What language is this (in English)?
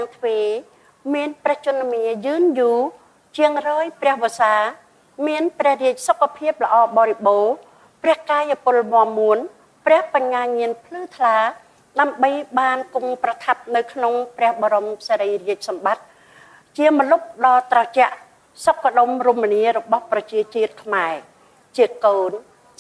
Khmer